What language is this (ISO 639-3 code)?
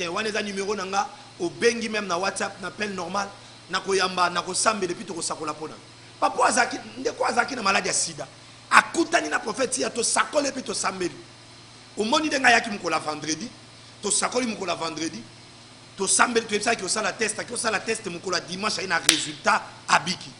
lin